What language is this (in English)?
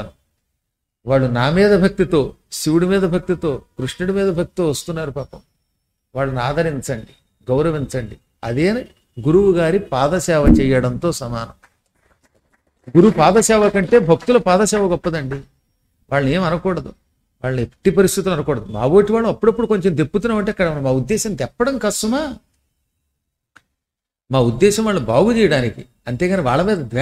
Telugu